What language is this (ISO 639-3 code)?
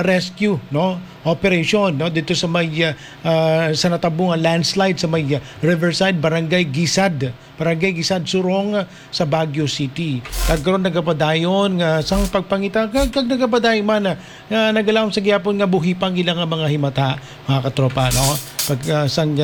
hil